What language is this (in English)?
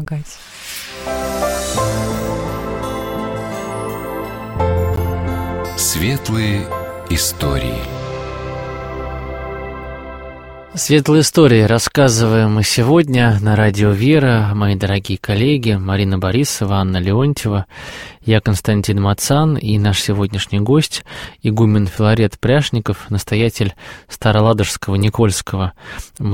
Russian